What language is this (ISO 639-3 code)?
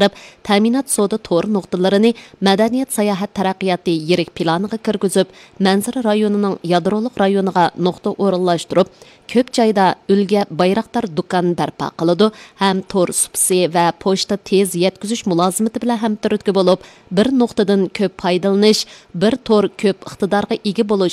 uig